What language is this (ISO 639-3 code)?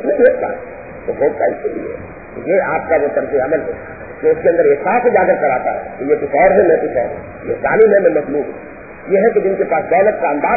urd